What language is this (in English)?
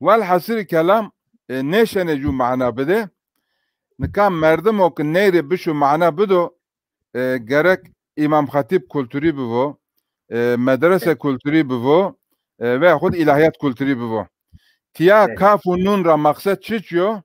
Zaza